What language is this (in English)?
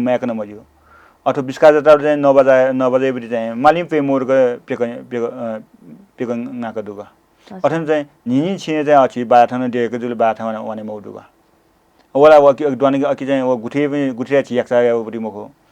Newari